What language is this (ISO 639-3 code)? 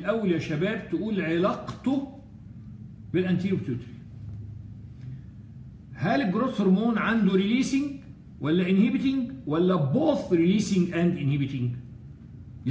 arz